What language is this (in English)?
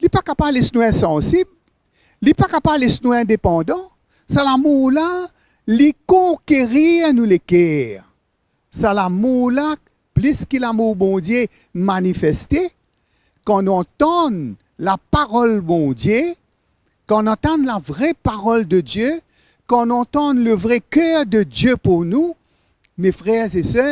Morisyen